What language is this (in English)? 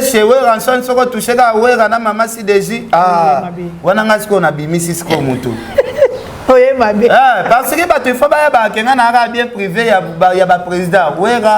Lingala